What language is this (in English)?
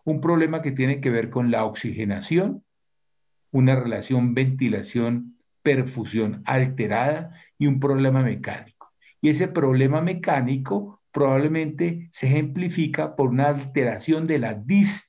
Spanish